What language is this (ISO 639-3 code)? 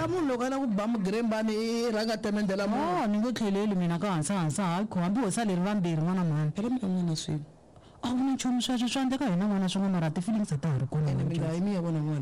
tso